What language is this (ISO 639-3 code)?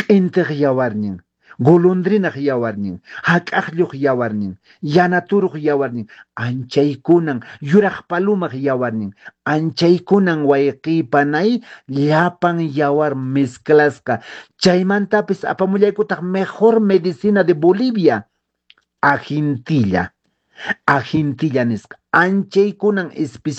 que